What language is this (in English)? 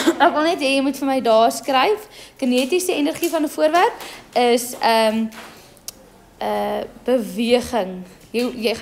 Afrikaans